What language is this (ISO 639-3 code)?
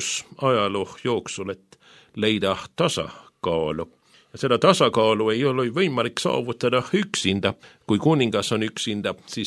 est